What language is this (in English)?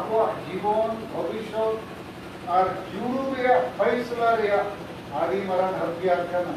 Santali